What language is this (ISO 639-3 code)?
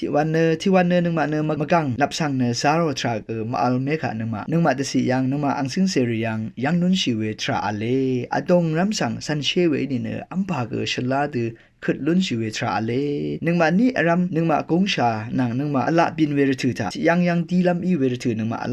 raw